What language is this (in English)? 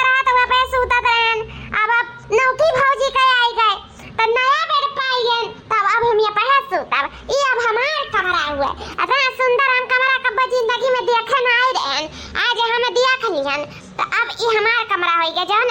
Awadhi